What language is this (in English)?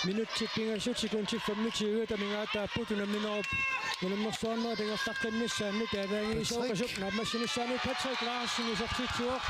Kalaallisut